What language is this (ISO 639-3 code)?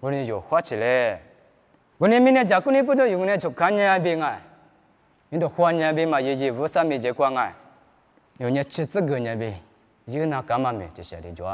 lis